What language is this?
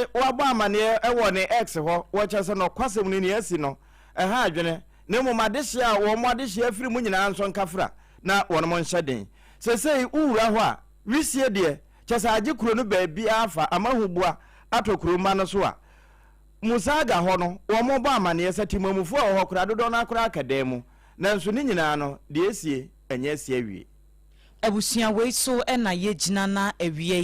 Akan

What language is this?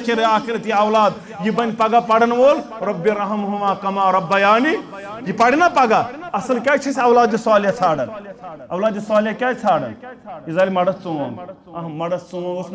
Kashmiri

